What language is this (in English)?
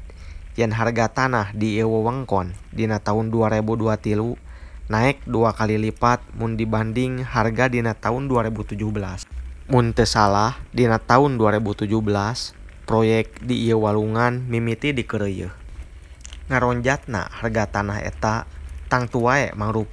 Sundanese